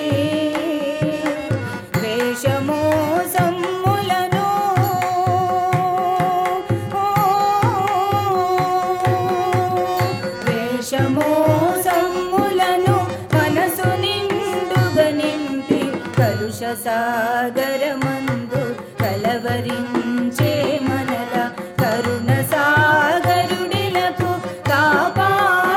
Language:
Telugu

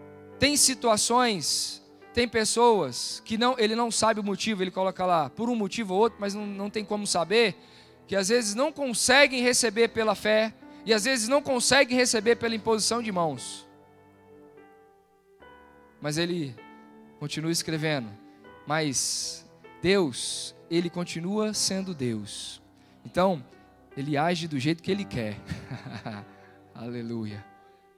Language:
Portuguese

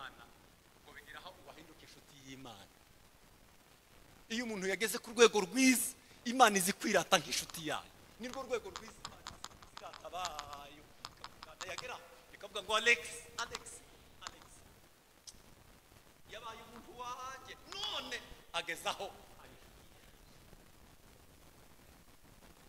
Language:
Kinyarwanda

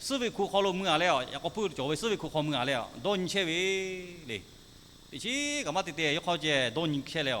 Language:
Lahu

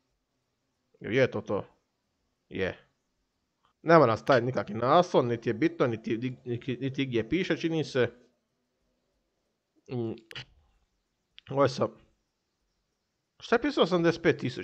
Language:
Croatian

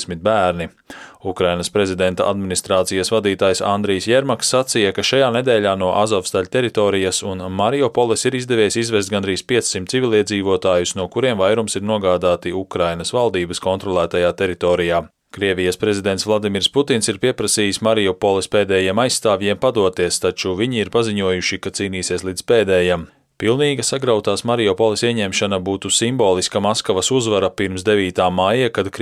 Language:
Latvian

